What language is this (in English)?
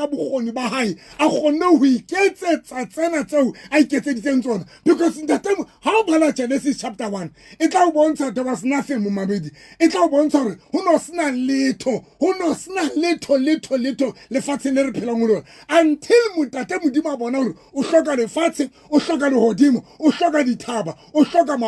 Southern Sotho